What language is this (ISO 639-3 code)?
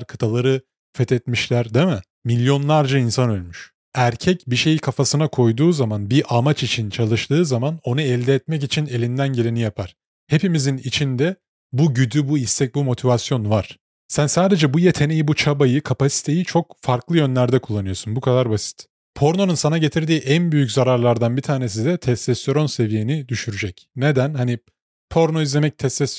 tur